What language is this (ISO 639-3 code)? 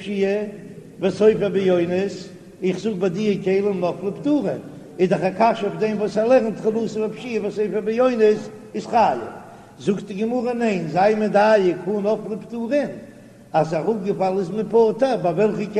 yid